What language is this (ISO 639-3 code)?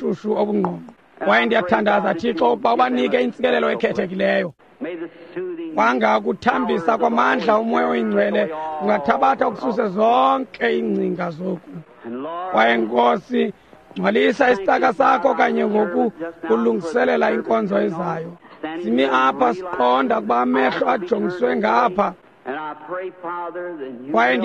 xho